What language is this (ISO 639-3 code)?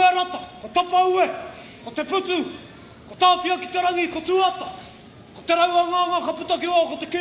mri